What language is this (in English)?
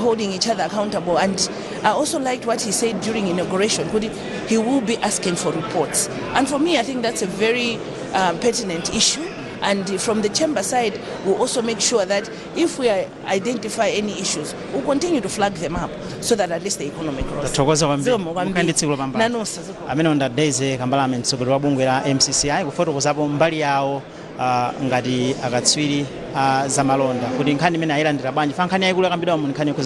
Nyanja